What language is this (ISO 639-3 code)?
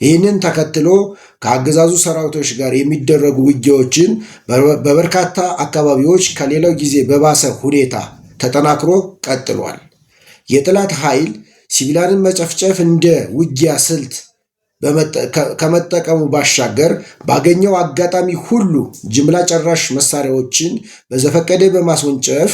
amh